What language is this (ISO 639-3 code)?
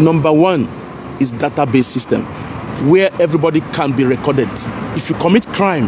pcm